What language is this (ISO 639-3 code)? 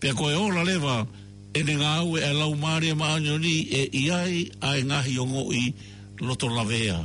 ton